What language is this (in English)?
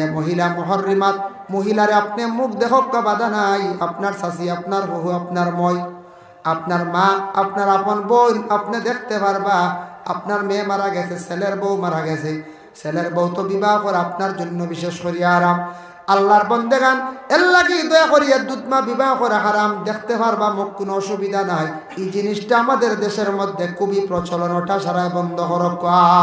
Sylheti